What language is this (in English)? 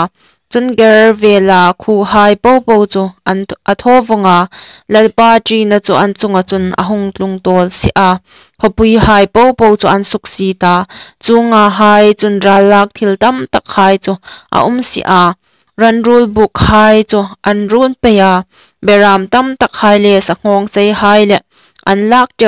Hmar